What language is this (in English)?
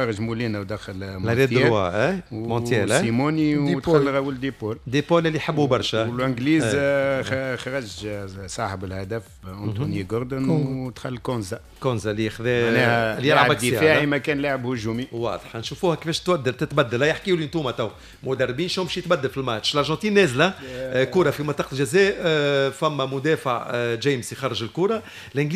Tunisian Arabic